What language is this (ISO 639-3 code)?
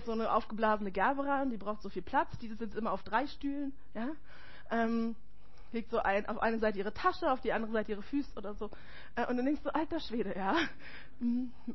deu